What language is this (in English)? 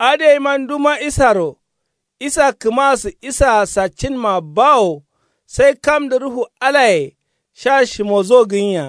Kanuri